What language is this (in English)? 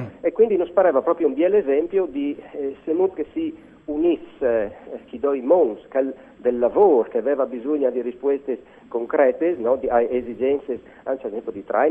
Friulian